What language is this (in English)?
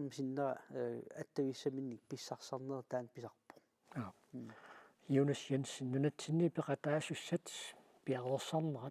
Kalaallisut